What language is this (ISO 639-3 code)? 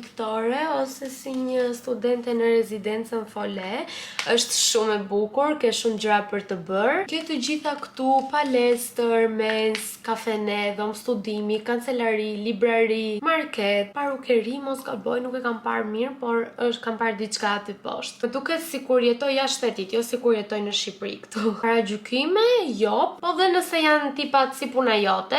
sqi